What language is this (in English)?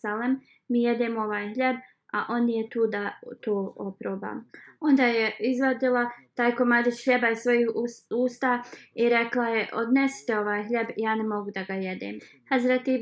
Bosnian